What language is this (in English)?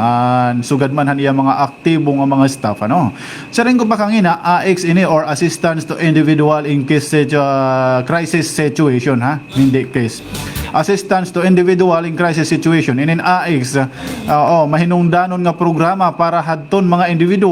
Waray